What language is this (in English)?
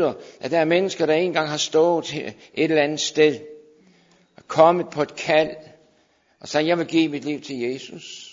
Danish